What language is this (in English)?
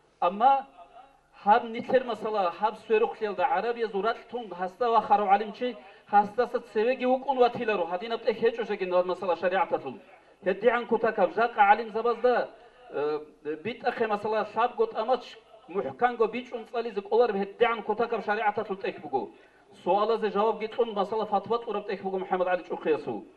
Avaric